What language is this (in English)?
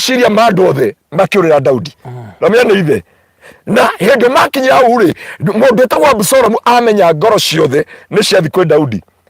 Kikuyu